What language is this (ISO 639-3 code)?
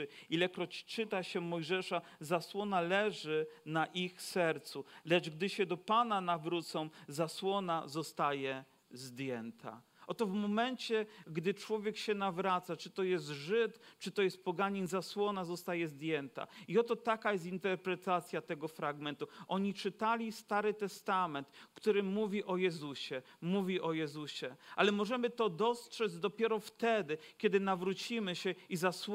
pol